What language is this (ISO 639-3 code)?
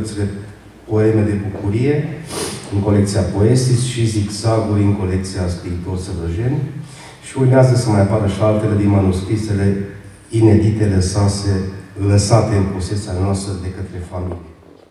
ron